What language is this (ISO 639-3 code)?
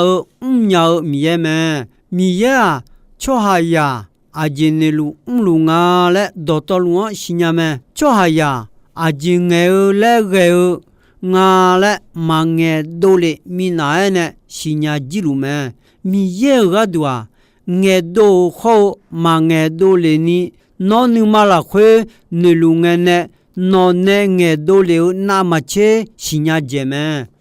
ahk